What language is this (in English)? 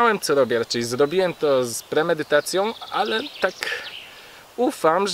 Polish